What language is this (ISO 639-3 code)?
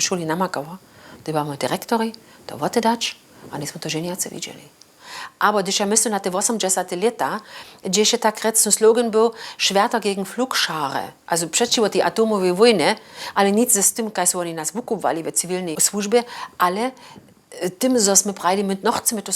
hsb